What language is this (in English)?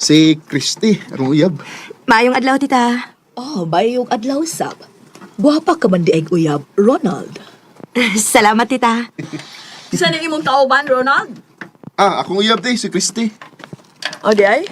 Cebuano